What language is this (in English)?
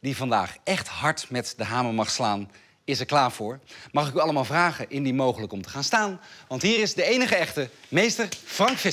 Dutch